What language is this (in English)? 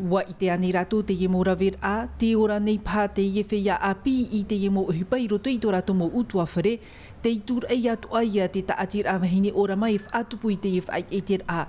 Tahitian